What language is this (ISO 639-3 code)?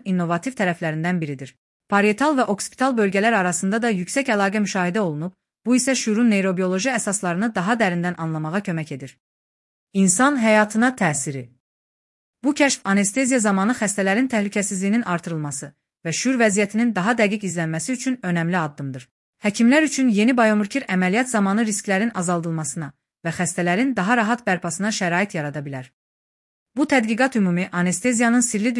aze